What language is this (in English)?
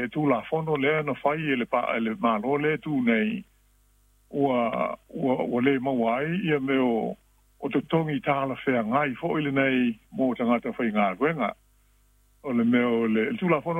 Samoan